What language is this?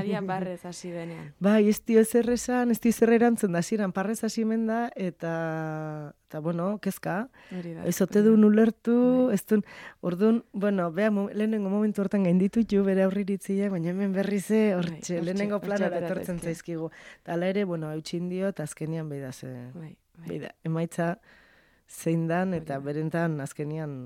Basque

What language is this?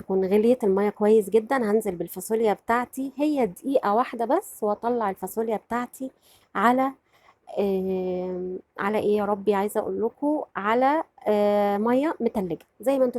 Egyptian Arabic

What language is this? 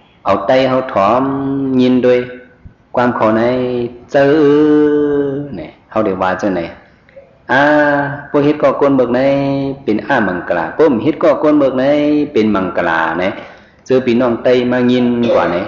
Shan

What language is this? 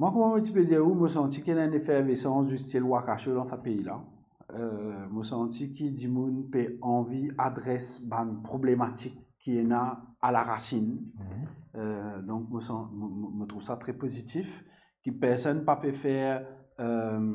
Morisyen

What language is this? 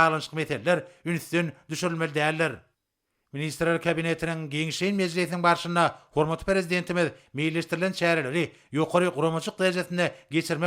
Turkmen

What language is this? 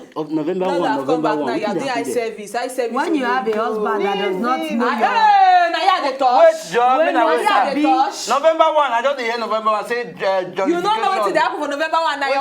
Nigerian Pidgin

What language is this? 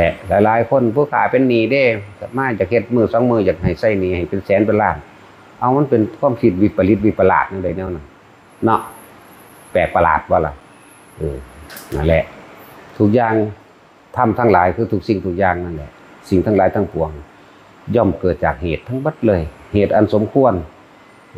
Northeastern Thai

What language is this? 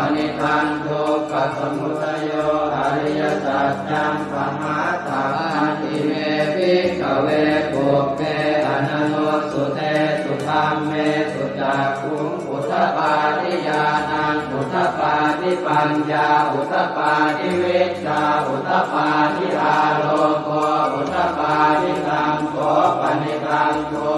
Pali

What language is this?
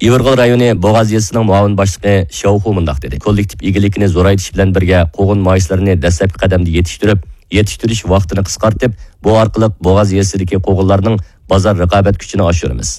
Uyghur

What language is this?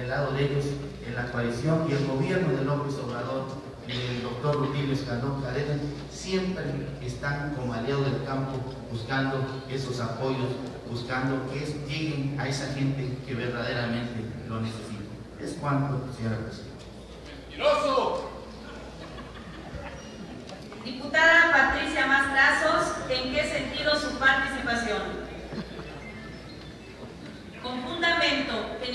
Spanish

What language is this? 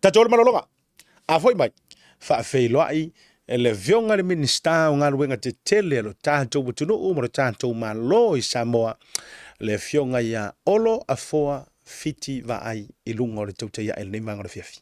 Samoan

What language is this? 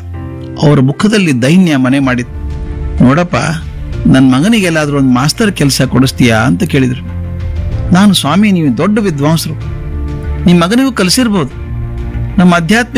Kannada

